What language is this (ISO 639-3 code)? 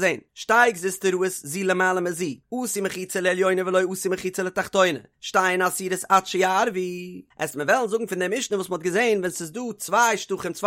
yid